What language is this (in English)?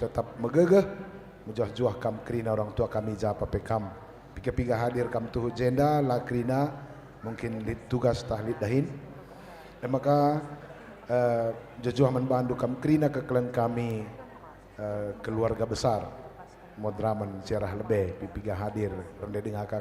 Batak Karo